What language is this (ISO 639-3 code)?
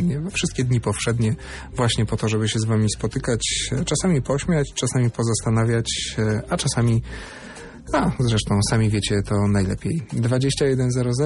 pol